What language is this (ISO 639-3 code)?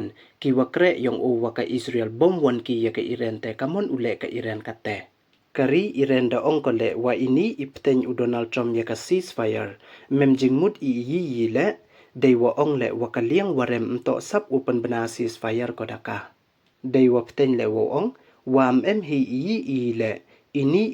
pbv